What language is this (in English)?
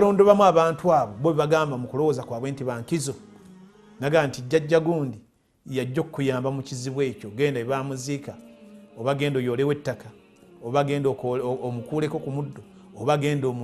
Ganda